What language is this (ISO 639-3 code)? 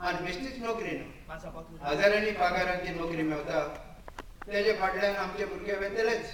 kok